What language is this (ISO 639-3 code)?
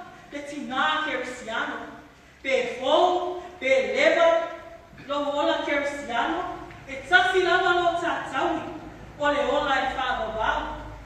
smo